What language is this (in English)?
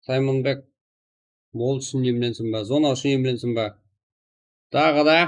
Kara-Kalpak